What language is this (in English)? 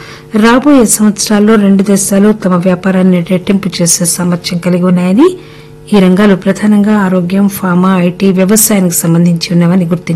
Telugu